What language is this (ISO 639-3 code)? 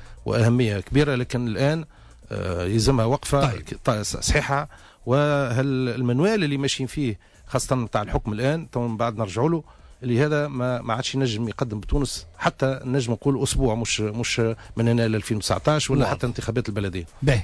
aeb